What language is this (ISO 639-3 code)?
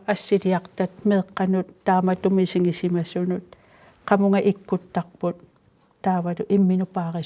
kal